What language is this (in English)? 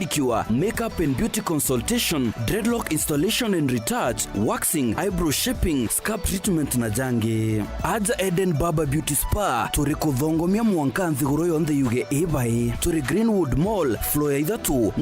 Meru